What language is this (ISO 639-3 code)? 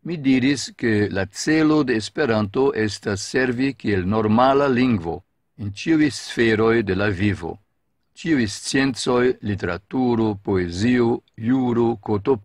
epo